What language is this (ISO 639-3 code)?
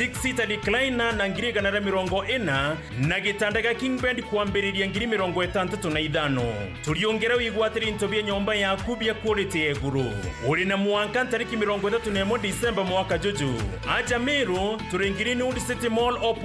mer